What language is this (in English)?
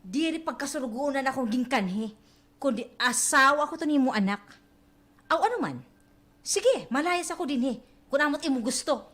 Waray